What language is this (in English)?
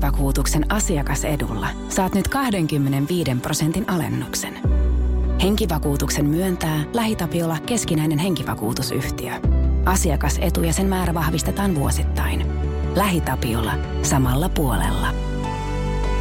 Finnish